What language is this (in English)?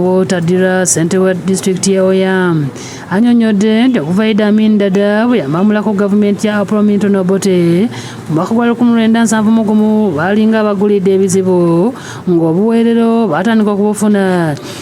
Ganda